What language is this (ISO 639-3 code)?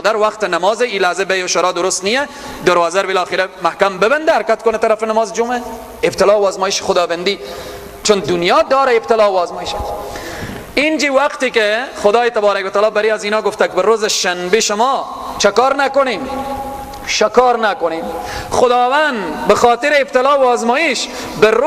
fas